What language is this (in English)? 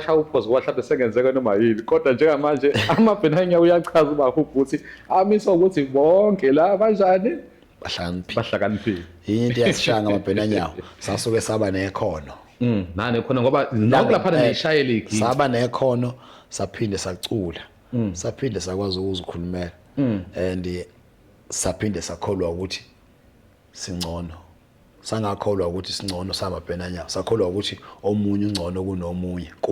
Zulu